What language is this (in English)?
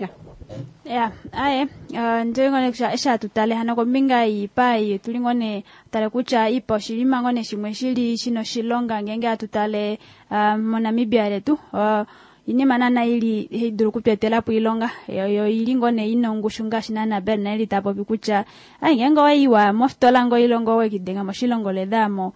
Kuanyama